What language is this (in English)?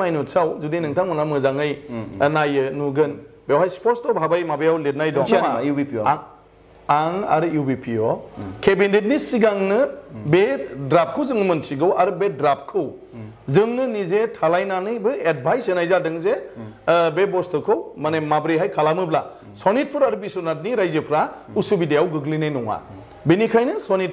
Bodo